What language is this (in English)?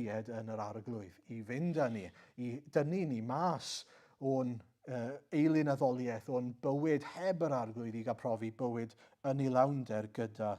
Welsh